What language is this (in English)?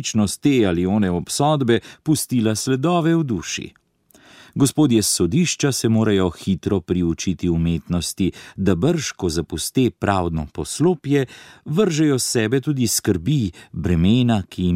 Slovenian